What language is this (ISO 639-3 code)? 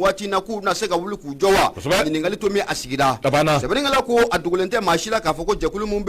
bam